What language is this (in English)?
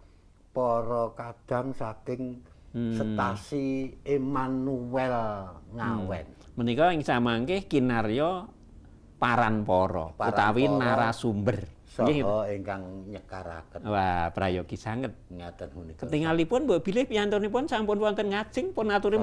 Javanese